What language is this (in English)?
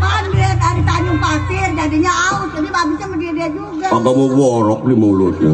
Betawi